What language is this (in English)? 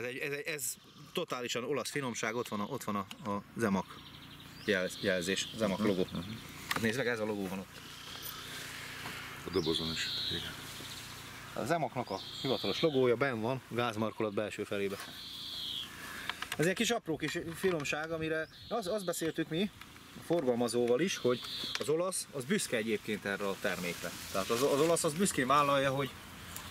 Hungarian